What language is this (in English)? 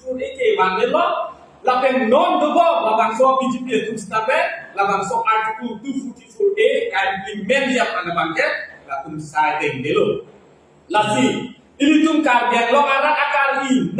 Karbi